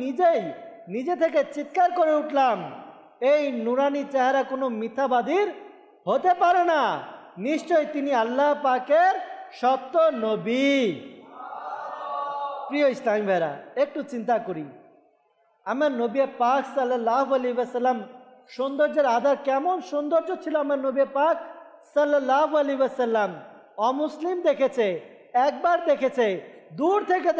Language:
Bangla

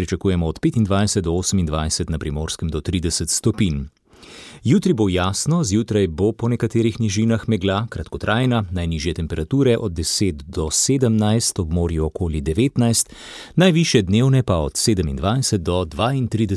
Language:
Slovenian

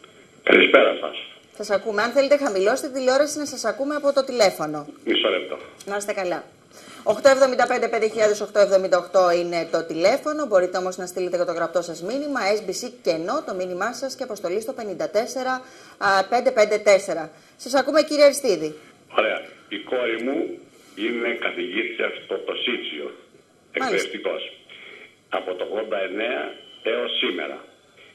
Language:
Greek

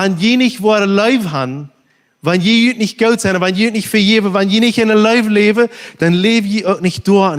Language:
Plautdietsch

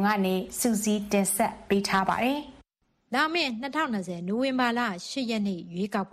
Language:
Burmese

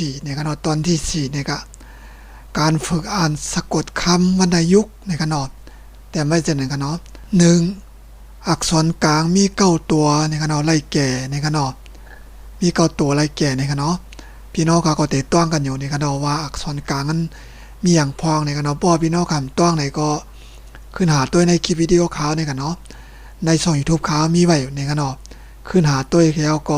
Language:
Shan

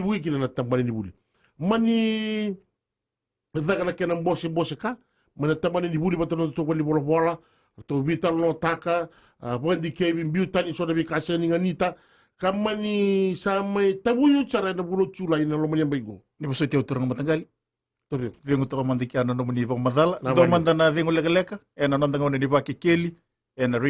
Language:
Fijian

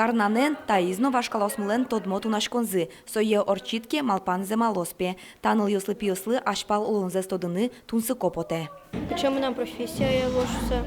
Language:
Udmurt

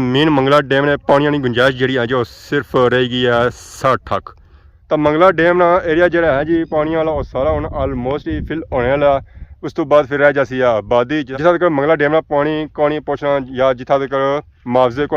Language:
Pahari-Potwari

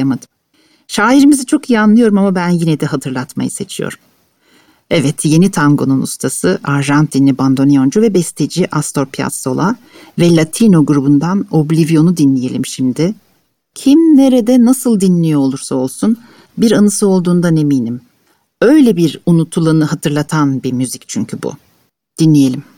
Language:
Turkish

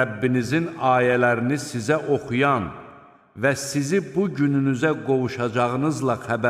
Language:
Azerbaijani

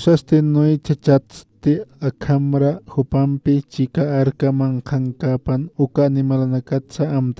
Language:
Aymara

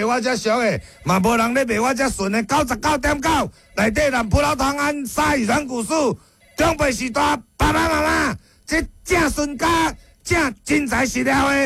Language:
Min Nan Chinese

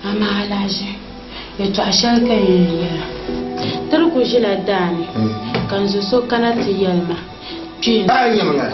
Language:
Dagbani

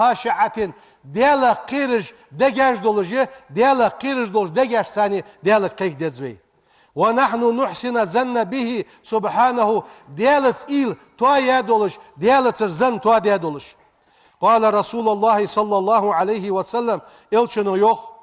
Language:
Ingush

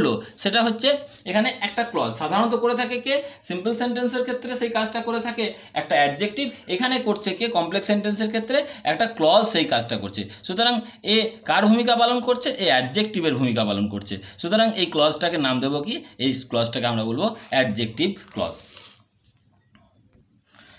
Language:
Bangla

